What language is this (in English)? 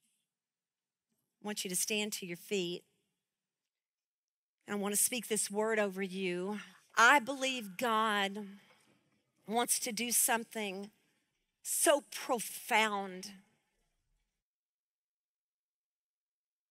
English